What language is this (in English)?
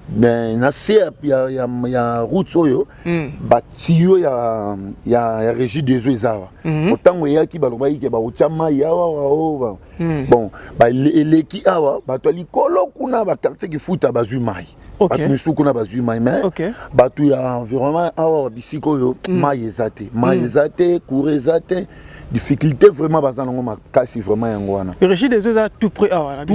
Lingala